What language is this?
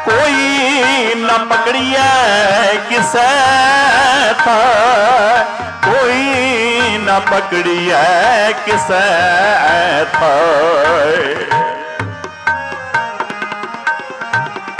Punjabi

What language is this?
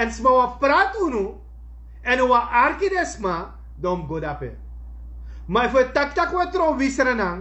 Sranan Tongo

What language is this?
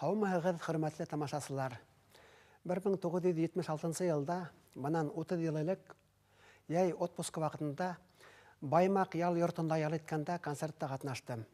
Bashkir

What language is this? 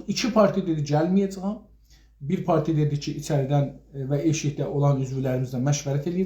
South Azerbaijani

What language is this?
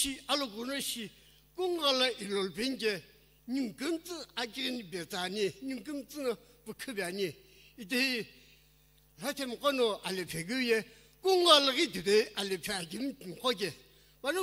Sumi Naga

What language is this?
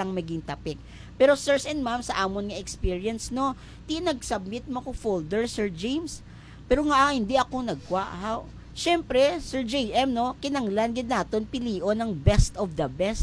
Hiligaynon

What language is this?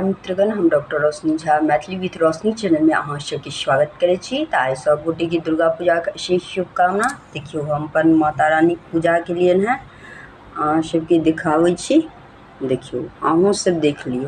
Maithili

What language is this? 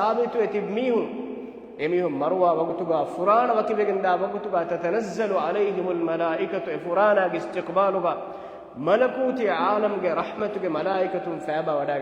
Divehi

